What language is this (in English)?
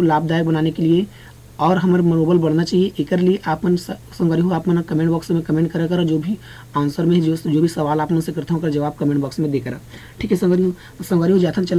Chhattisgarhi